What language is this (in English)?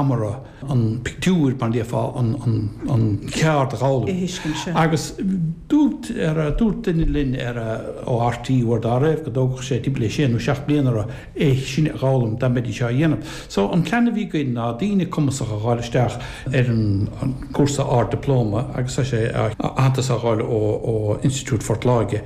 Irish